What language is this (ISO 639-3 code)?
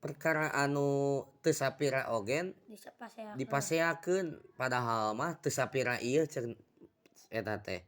sun